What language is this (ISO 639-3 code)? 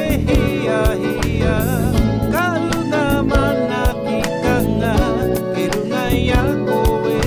mri